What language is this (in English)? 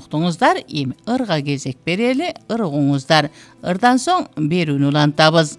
Kyrgyz